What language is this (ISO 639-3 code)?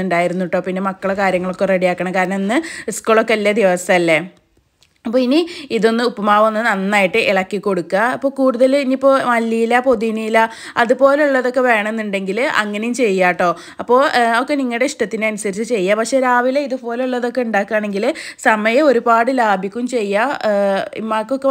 mal